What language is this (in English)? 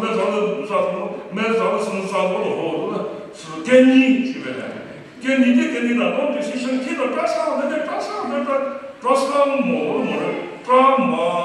Chokri Naga